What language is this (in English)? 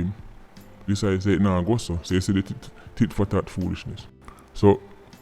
Jamaican Creole English